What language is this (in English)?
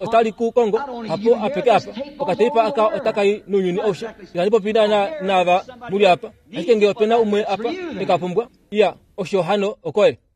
Kuanyama